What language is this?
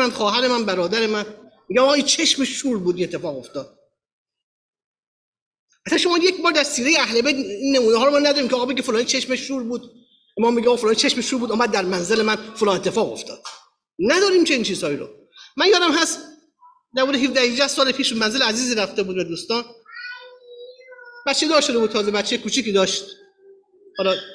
Persian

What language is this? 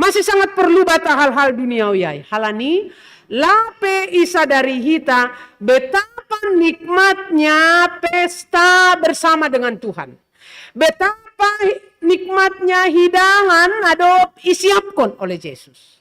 Batak Simalungun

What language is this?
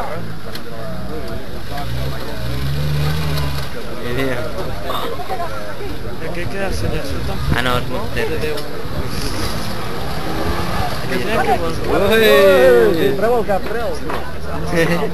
Catalan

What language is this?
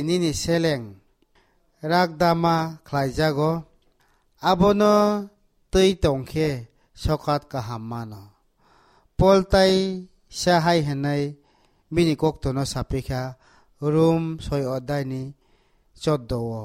Kok Borok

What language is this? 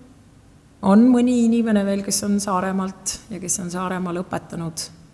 Estonian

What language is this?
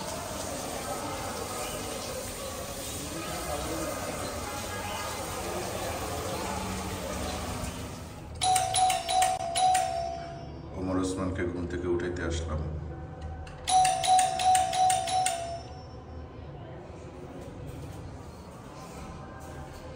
Bangla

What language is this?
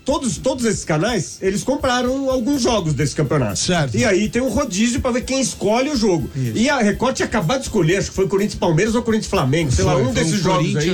Portuguese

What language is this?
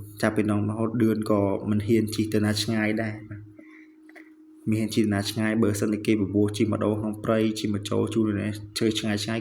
Khmer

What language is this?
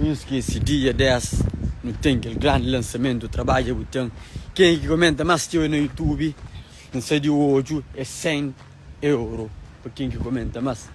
Kabuverdianu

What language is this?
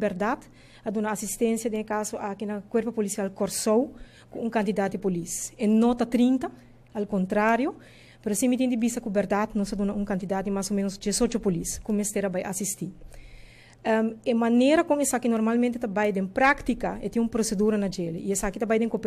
Papiamento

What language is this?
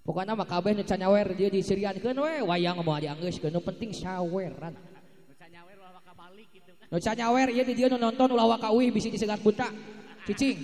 Sundanese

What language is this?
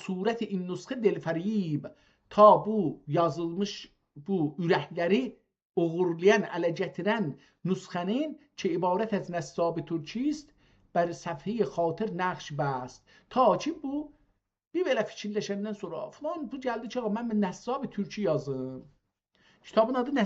South Azerbaijani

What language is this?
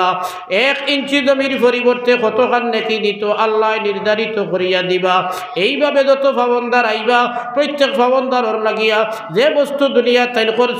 Sylheti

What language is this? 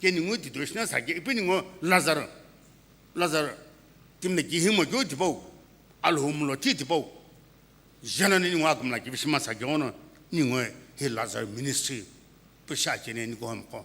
Sumi Naga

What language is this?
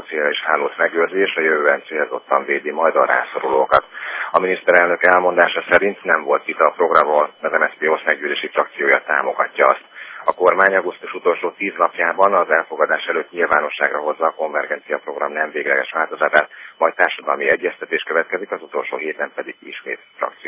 Hungarian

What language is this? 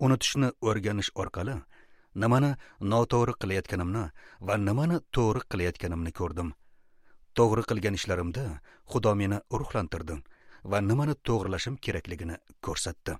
Uzbek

